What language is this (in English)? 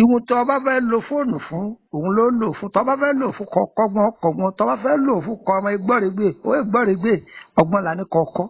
Yoruba